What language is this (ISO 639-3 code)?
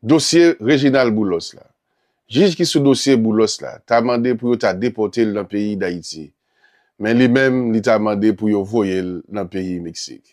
hat